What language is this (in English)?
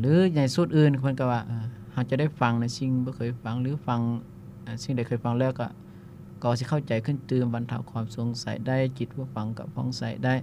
Lao